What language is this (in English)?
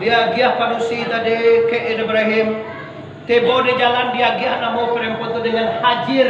Minangkabau